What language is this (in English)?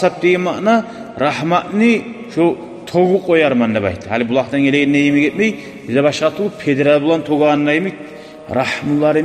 Kumyk